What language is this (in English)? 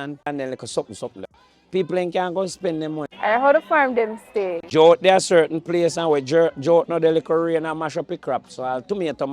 Jamaican Creole English